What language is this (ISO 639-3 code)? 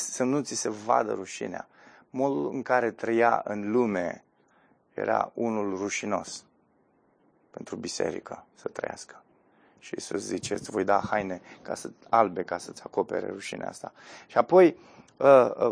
ron